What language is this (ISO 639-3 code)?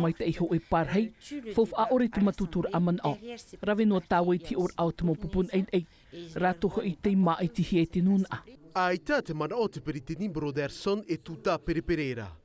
tah